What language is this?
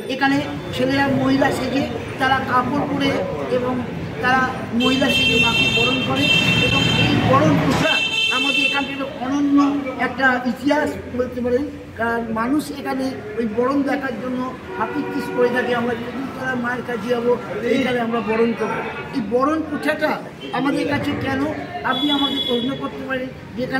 Bangla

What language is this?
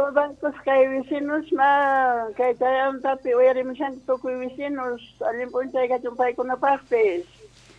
South Bolivian Quechua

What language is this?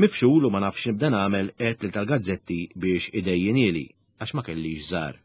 Maltese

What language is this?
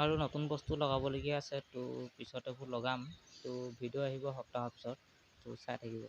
Assamese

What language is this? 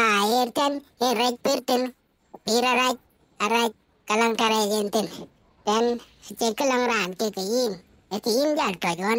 Dinka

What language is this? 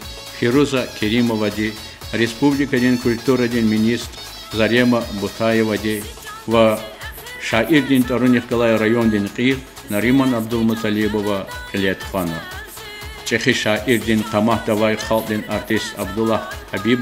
Lezghian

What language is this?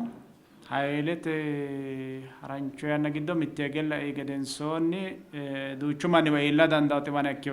Sidamo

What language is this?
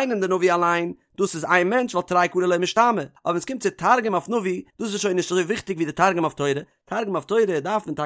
Yiddish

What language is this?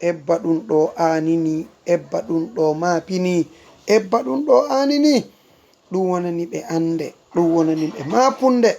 Fula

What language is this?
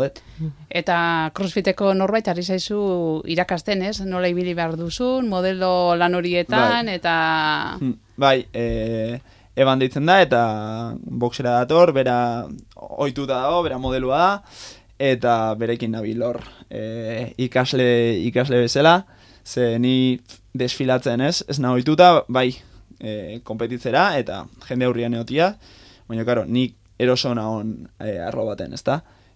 Basque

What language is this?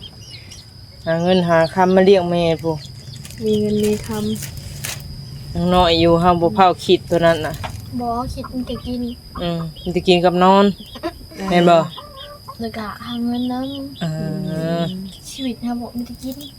Northeastern Thai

